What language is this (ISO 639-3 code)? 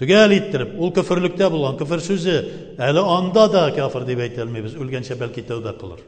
tat